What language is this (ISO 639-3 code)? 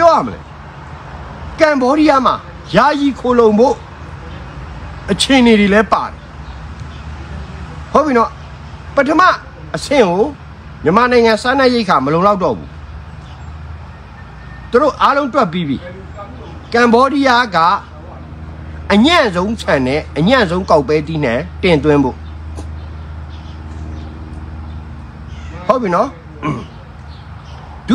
mya